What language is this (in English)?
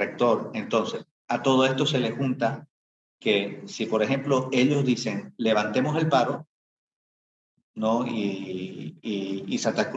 Spanish